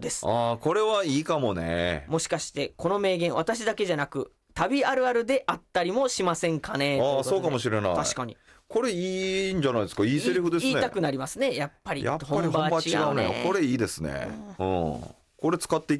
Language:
Japanese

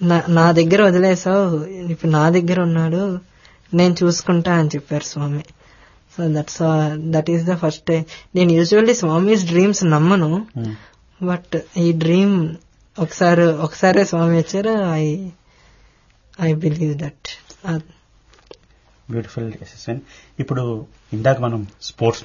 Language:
Telugu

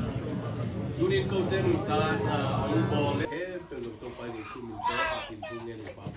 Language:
Thai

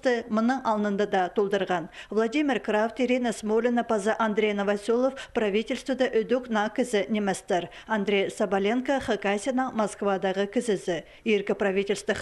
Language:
Khakas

